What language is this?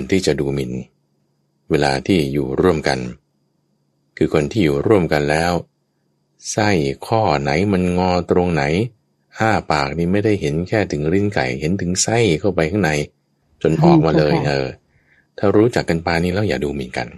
Thai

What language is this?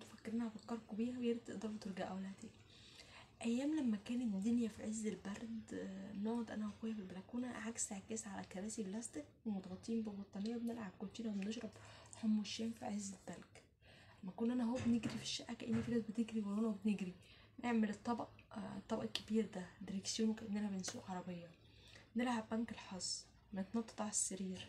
Egyptian Arabic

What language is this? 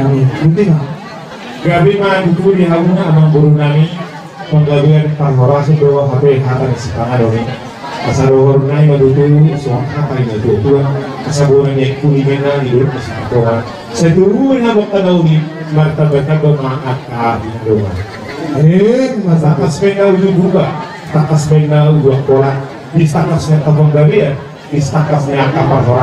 Batak Toba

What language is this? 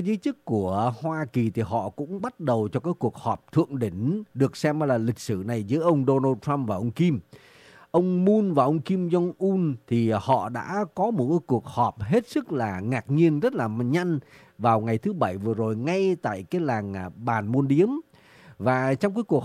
Vietnamese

